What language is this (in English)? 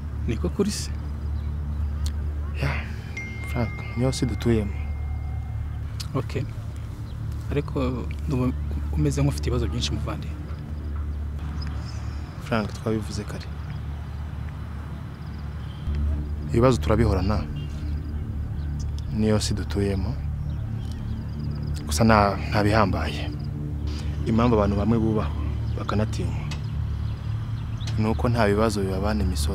Kinyarwanda